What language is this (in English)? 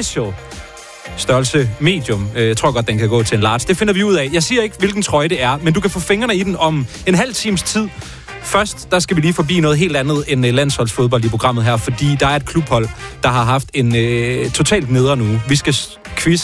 Danish